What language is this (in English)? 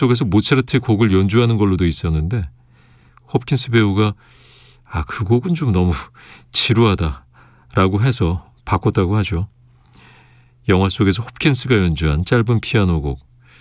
Korean